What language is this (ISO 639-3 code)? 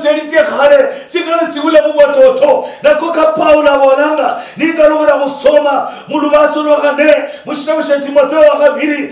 luy